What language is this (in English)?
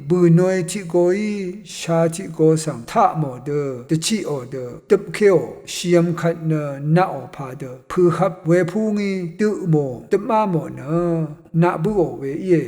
Rawang